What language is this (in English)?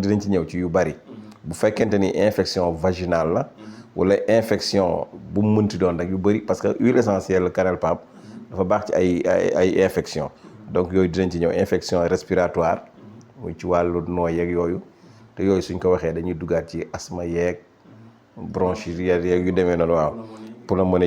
Wolof